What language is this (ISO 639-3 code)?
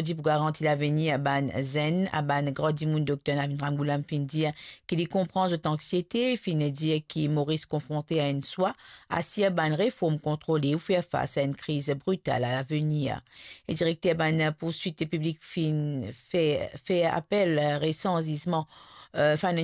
mfe